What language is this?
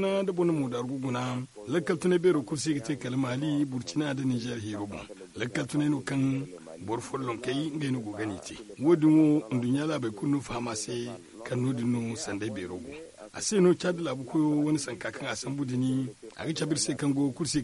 Zarma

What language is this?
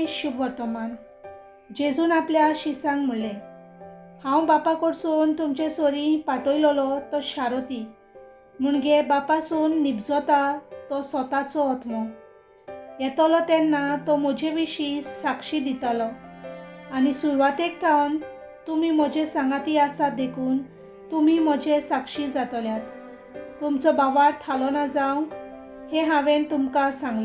Konkani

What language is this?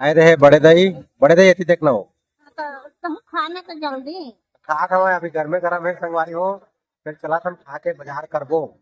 Chhattisgarhi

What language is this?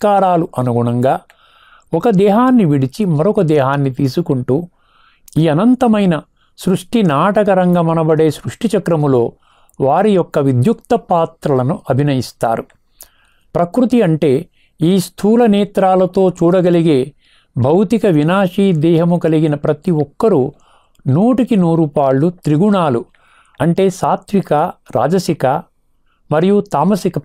Telugu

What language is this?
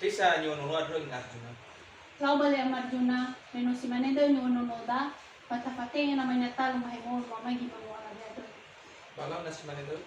Nias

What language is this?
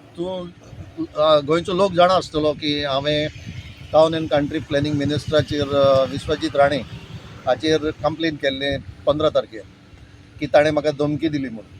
Konkani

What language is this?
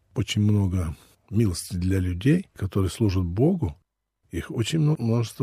Russian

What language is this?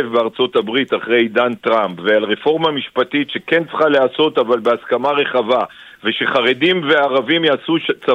Hebrew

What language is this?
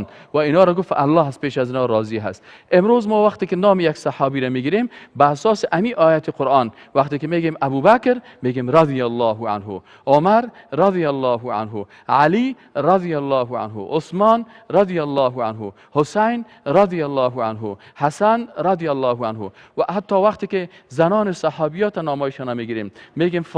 Persian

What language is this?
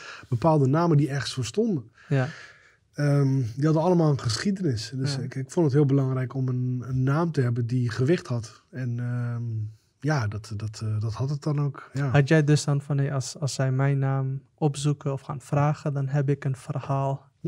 Dutch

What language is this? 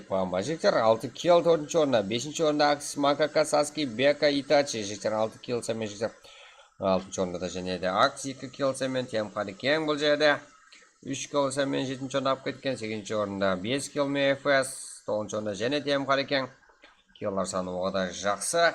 Kara-Kalpak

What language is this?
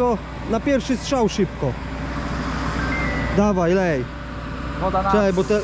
Polish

